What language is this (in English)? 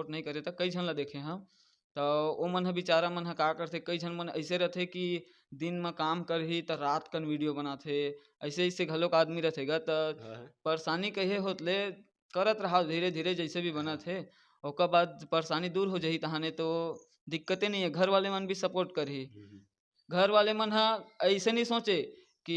Chhattisgarhi